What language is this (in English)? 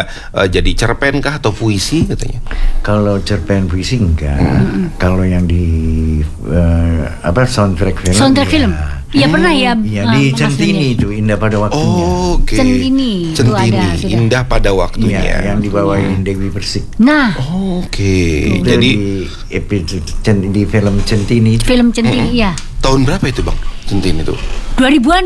Indonesian